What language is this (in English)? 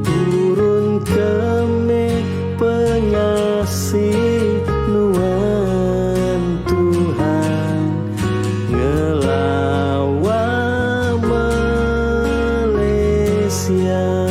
Iban